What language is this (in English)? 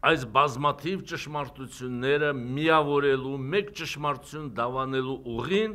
Armenian